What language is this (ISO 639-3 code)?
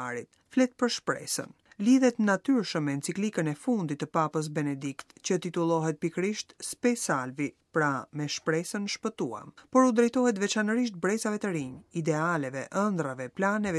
sqi